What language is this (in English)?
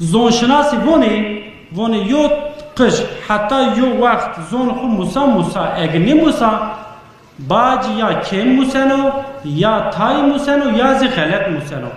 Zaza